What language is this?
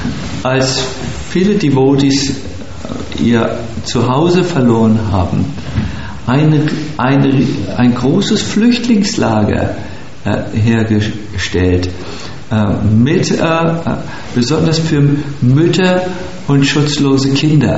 German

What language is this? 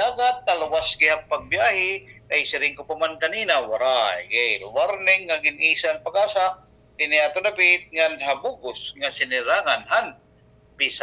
Waray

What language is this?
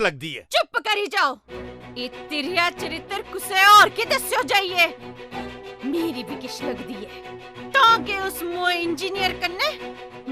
Dogri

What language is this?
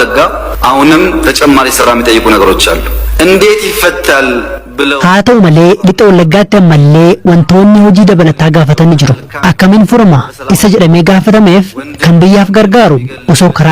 Oromo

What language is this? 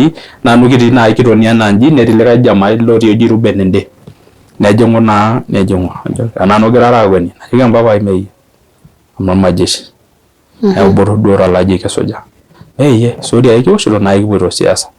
Masai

